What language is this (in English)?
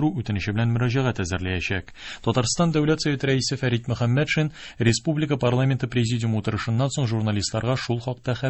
Tatar